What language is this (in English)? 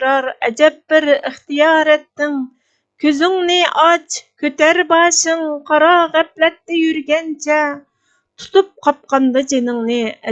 Uyghur